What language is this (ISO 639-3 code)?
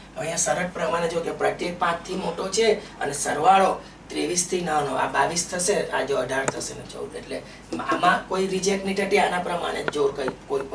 guj